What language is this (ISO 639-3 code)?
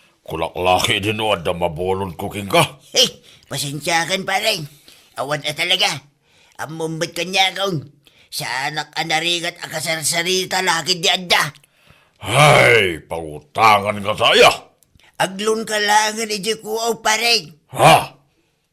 ilo